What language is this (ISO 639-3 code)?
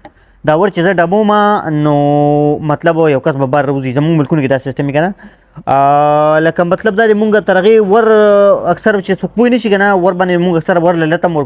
pus